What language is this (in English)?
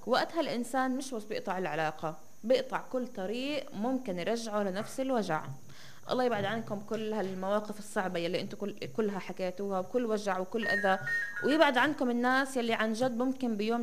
North Levantine Arabic